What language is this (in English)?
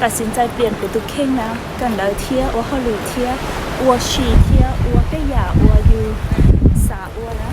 Hmong